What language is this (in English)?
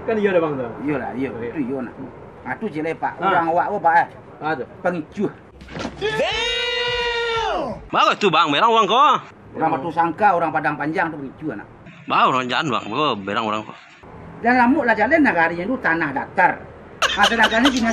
Minangkabau